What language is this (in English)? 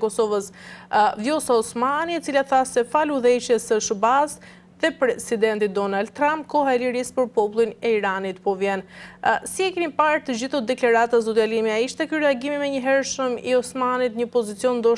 Albanian